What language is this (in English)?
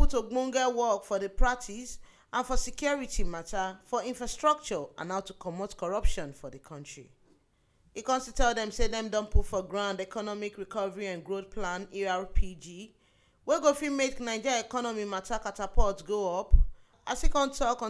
Nigerian Pidgin